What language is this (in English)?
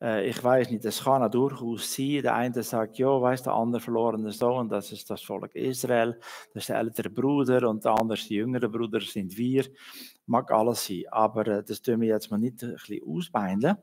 Swiss German